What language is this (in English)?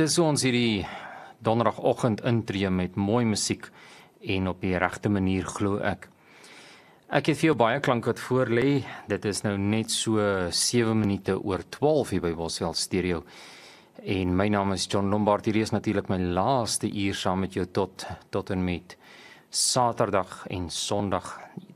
Afrikaans